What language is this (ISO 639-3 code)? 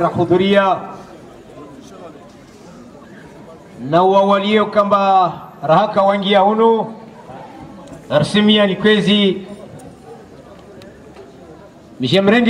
swa